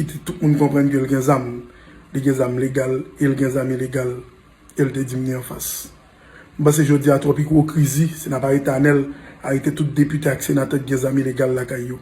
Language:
Haitian Creole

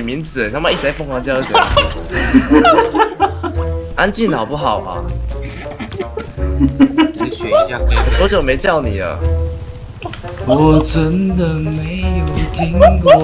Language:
Chinese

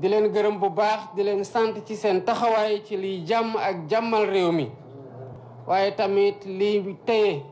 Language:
Wolof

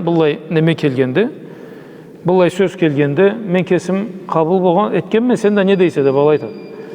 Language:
Karachay-Balkar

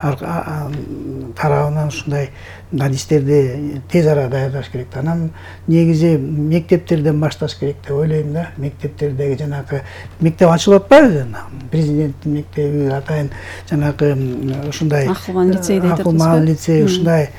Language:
Kyrgyz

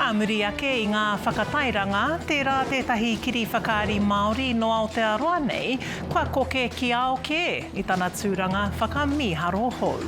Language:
Māori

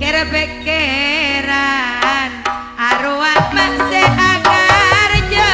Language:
Madurese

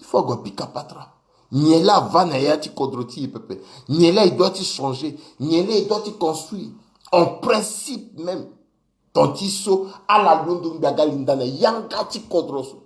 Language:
Sango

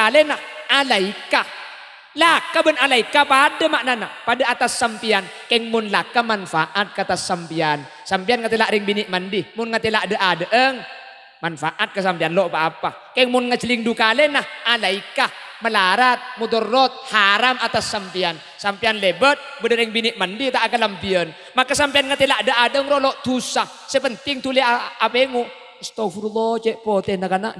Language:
Madurese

